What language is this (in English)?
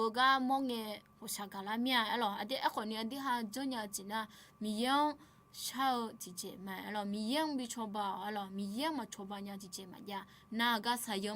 Akha